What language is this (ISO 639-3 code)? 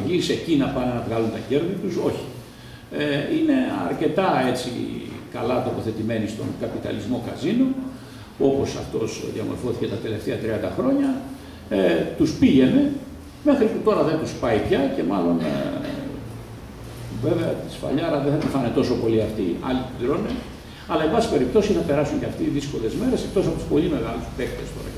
ell